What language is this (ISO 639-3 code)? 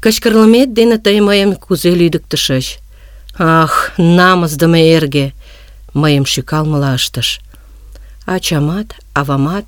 chm